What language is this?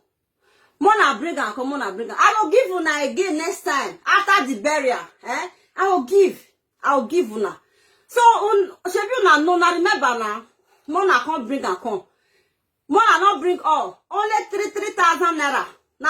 Nigerian Pidgin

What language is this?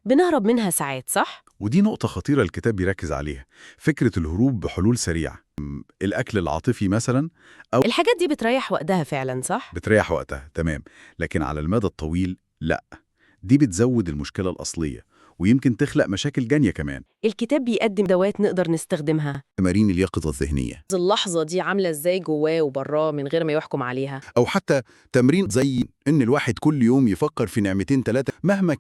Egyptian Arabic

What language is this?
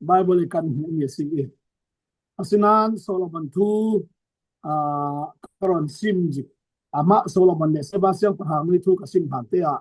Falam Chin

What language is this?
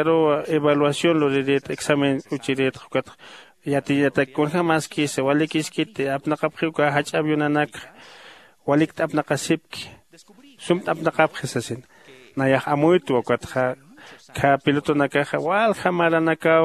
Aymara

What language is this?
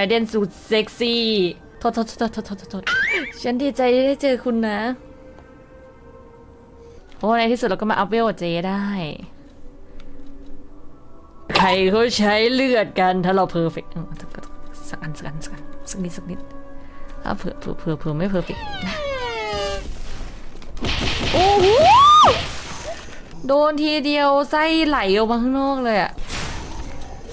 Thai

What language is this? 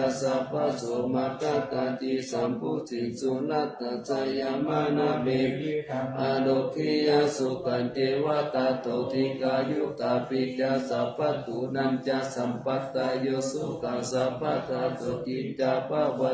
Pali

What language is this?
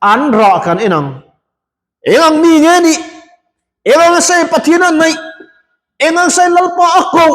Mizo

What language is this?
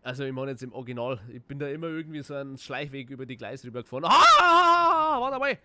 Bavarian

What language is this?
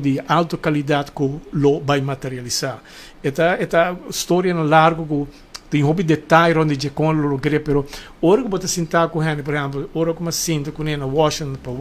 Papiamento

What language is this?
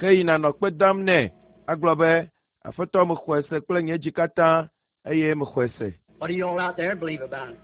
Ewe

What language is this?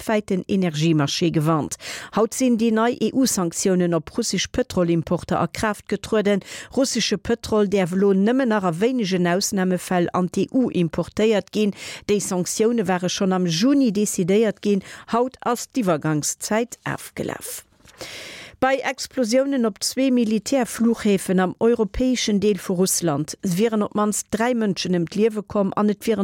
Luxembourgish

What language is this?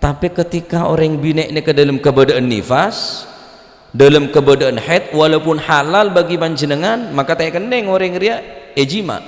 Madurese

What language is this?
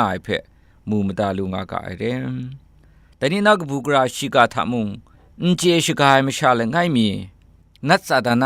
Kachin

